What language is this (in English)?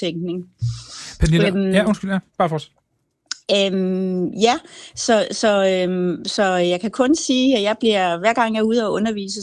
Danish